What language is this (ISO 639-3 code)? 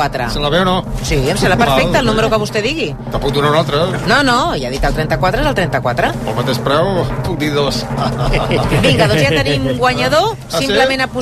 cat